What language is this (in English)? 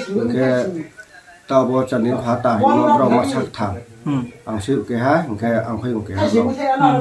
Riang (India)